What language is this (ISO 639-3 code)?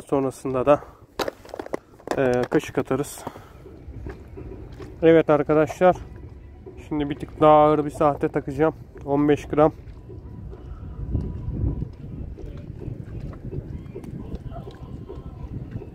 tur